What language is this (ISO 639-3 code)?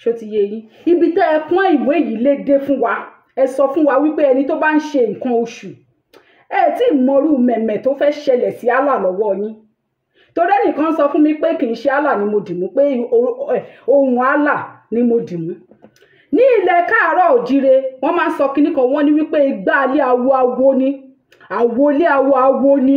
yor